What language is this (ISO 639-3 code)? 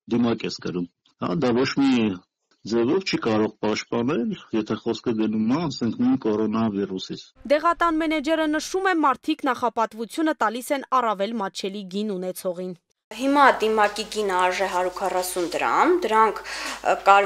hye